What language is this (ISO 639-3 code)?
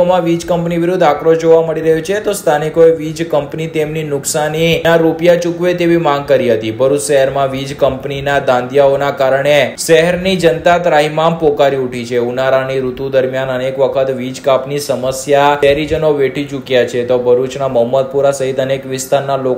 guj